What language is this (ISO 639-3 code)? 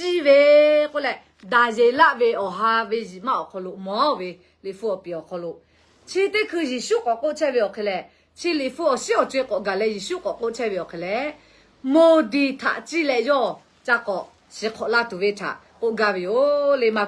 lhu